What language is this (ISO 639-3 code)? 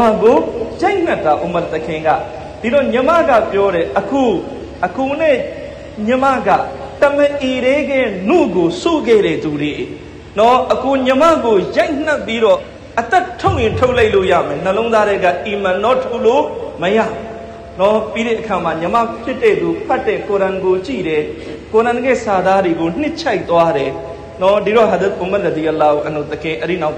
mya